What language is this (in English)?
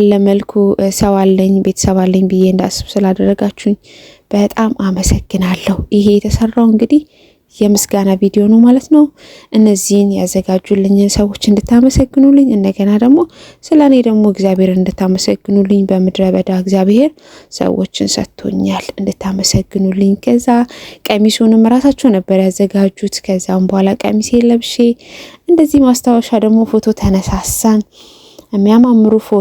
Amharic